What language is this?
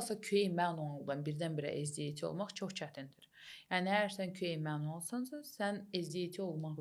Azerbaijani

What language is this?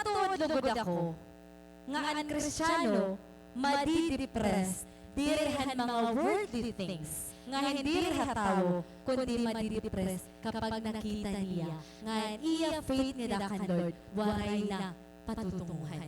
Waray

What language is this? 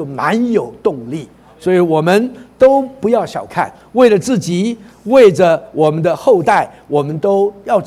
Chinese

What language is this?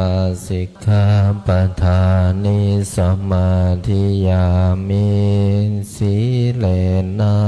Pali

